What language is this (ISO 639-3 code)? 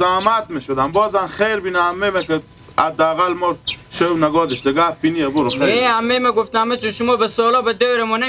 haz